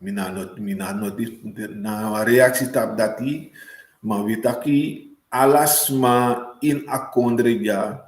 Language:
Sranan Tongo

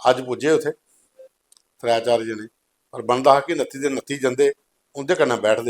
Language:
Dogri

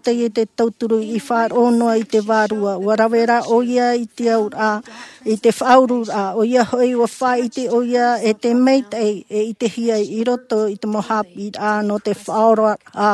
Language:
Tahitian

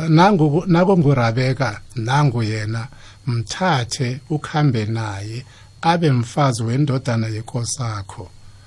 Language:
South Ndebele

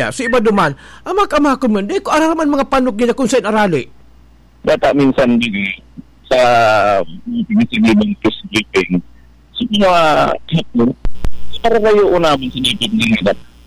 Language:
Bikol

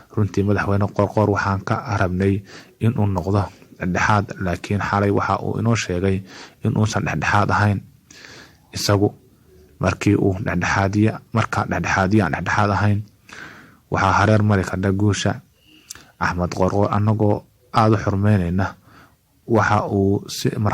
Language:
Somali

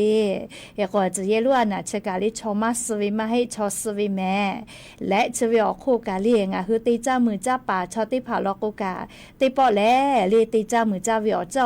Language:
Lahu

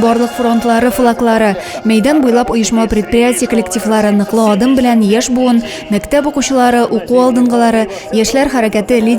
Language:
Tatar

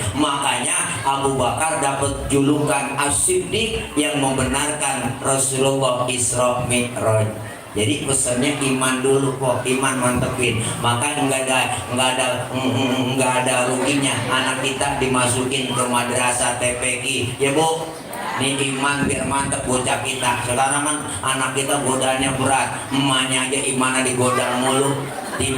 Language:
Betawi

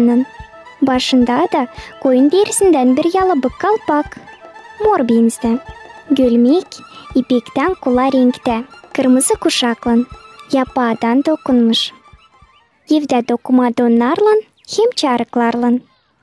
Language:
Gagauz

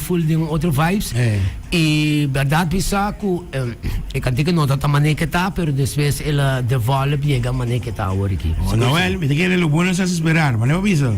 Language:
Papiamento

